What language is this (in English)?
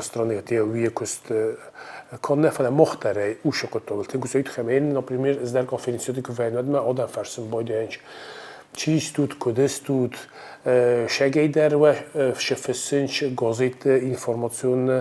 Ossetic